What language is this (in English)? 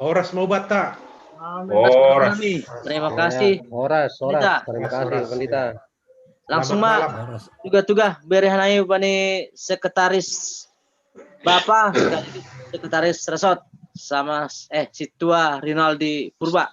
Batak Simalungun